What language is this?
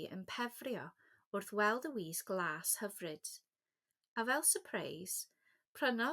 Welsh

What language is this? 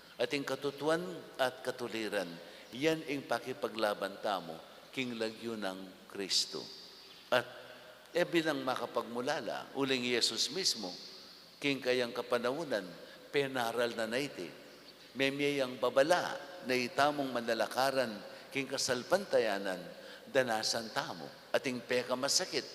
Pampanga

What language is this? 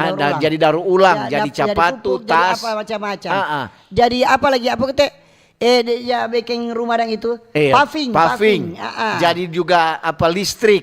Manado Malay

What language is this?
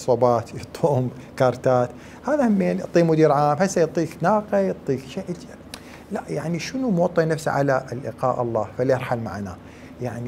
Mesopotamian Arabic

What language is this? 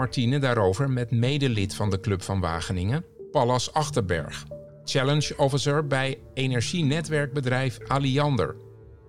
Dutch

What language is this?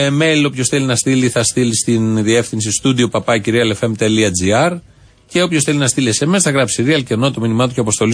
Greek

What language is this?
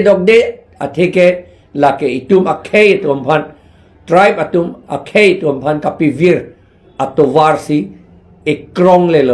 Karbi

